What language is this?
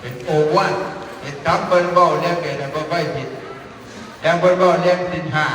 Northeastern Thai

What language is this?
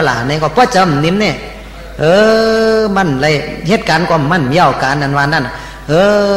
Shan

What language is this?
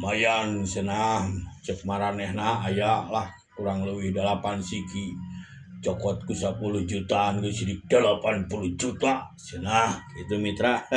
Sundanese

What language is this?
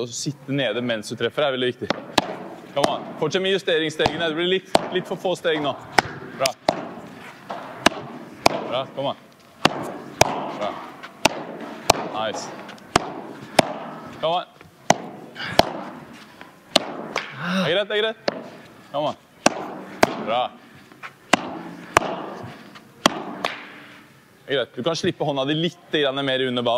Norwegian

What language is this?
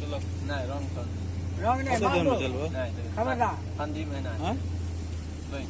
Maithili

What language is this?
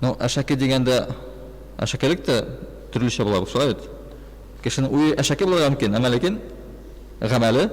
Tatar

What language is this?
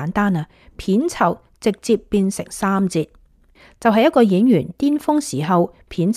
Cantonese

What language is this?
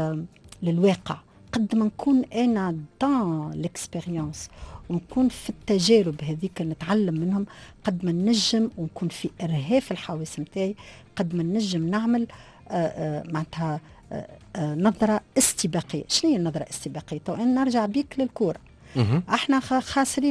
Tunisian Arabic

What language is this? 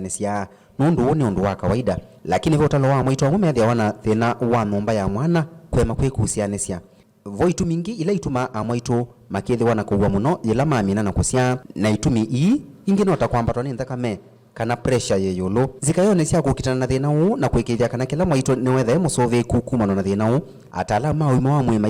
Kamba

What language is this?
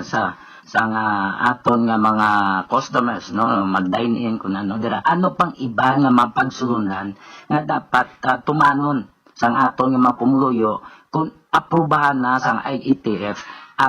Hiligaynon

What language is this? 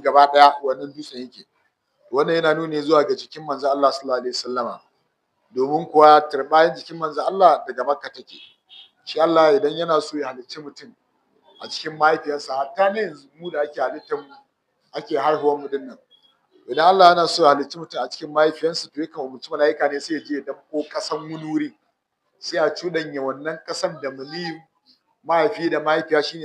Hausa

